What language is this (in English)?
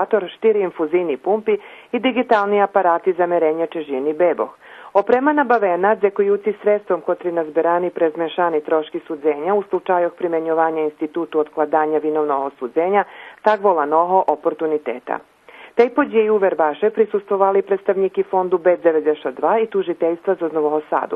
Rusyn